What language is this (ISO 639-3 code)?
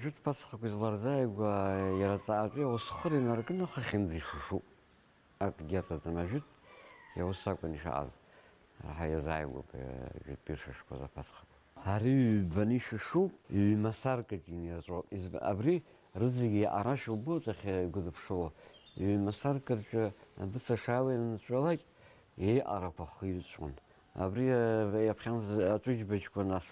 abk